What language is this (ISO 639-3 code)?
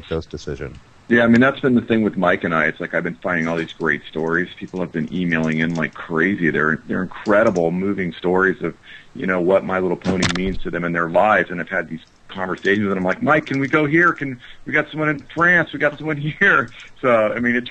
eng